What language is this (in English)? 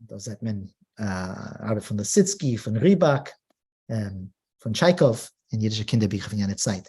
Yiddish